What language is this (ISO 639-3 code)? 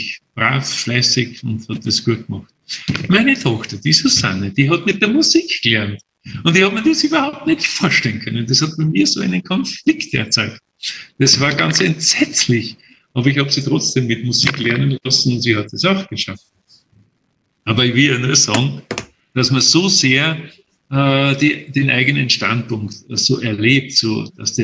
deu